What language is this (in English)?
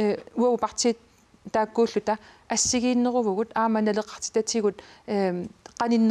Kalaallisut